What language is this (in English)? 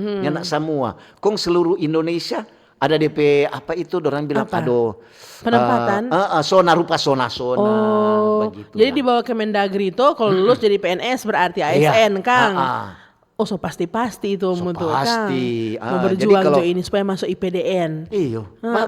Manado Malay